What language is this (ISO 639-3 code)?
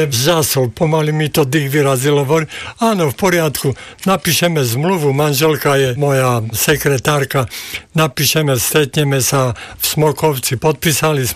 slk